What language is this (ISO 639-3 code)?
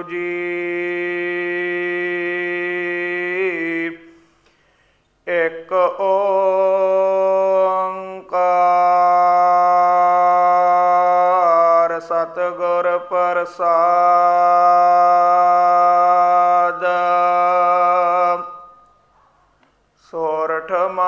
pan